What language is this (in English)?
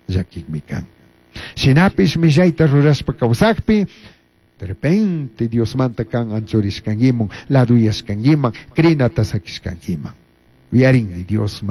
Chimborazo Highland Quichua